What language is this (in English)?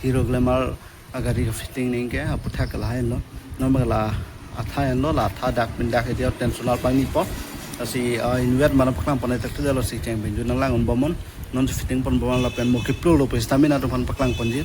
Karbi